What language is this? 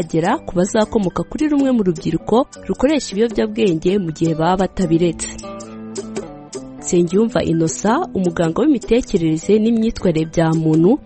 Kinyarwanda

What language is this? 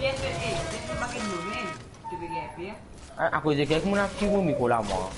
Morisyen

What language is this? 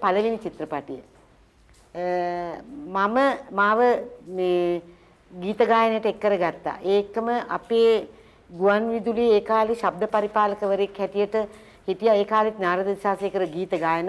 Sinhala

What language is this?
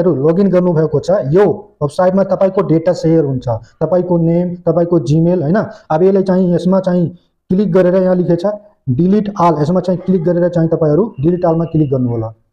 Nepali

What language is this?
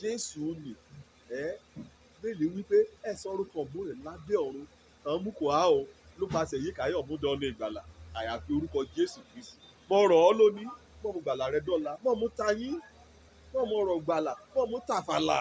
Yoruba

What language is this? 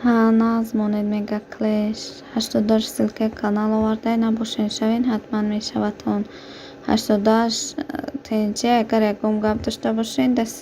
Tajik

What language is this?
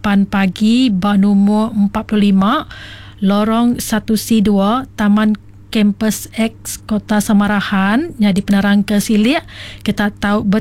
Iban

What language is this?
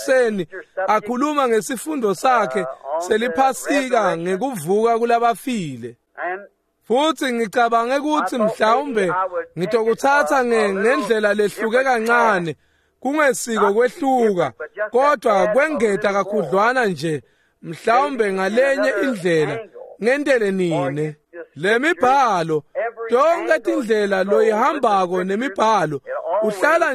Swati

